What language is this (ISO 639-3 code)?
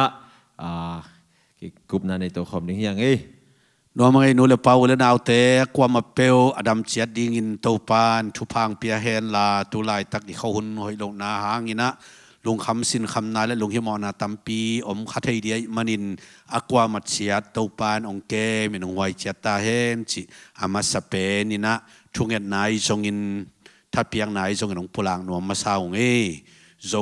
ctd